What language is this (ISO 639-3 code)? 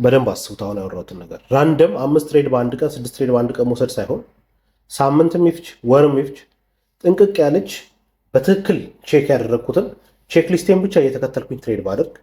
amh